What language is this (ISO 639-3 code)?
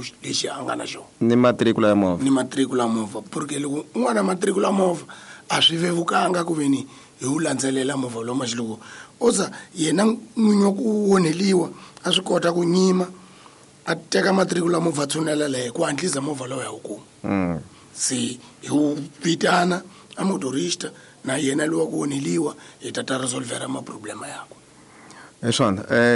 tso